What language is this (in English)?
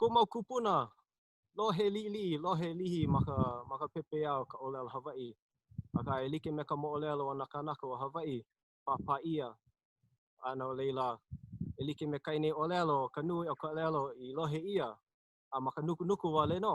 Hawaiian